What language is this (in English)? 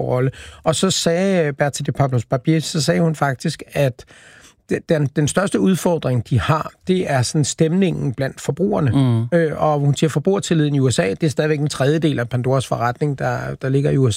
Danish